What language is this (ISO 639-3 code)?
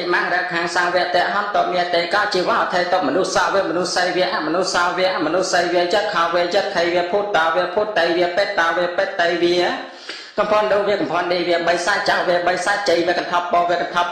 khm